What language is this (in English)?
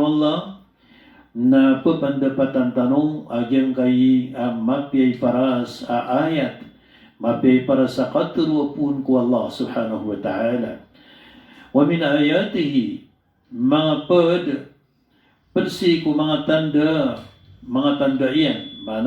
Maranao